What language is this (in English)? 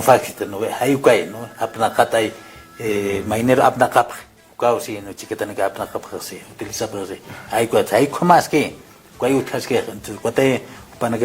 Aymara